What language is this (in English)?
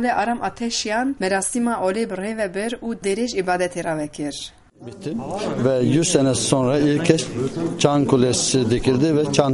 Kurdish